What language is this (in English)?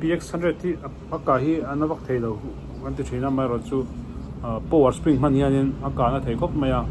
Mizo